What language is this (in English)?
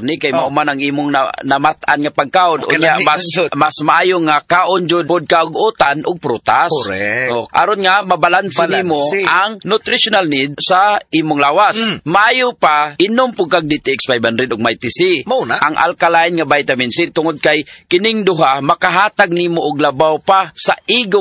Cebuano